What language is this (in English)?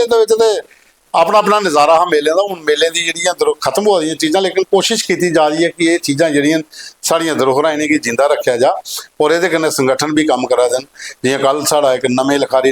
Dogri